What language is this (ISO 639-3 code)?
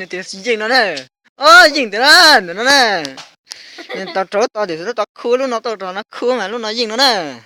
hmn